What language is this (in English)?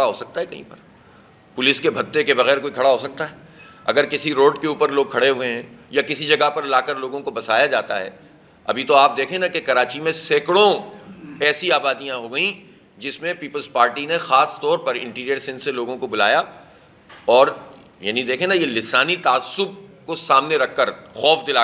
Urdu